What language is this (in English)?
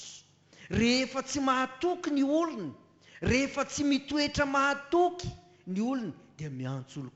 Malagasy